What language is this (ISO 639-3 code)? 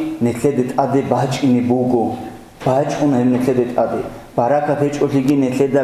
ava